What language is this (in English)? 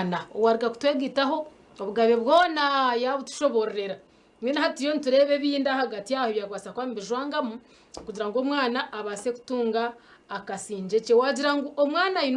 Nyankole